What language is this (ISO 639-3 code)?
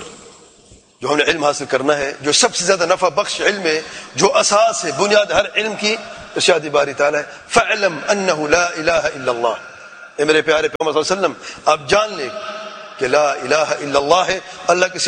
urd